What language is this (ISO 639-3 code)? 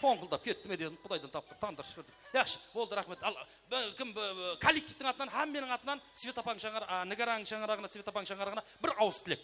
kaa